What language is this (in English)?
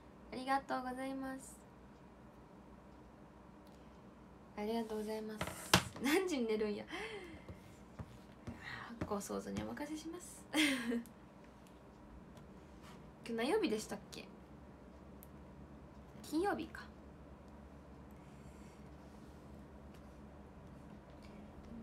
Japanese